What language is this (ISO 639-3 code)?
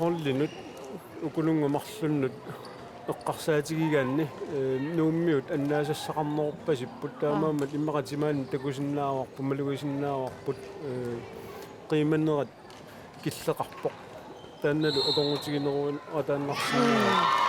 kal